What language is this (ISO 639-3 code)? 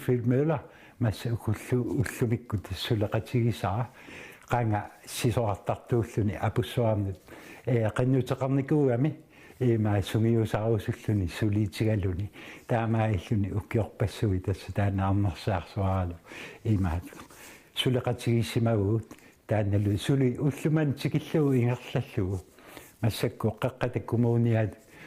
kal